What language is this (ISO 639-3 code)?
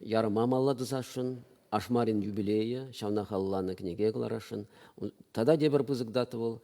chv